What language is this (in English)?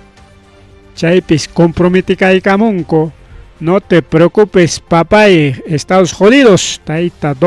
Ayacucho Quechua